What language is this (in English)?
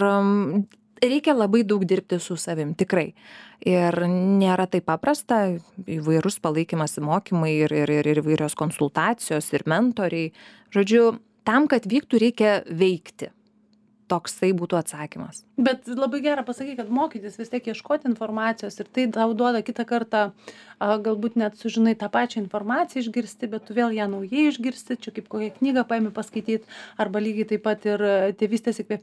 Lithuanian